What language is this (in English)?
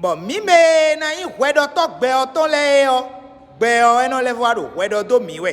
Fon